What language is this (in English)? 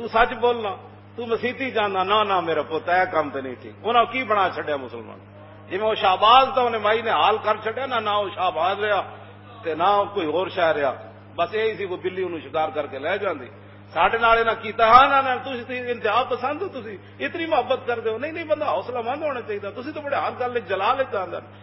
Western Panjabi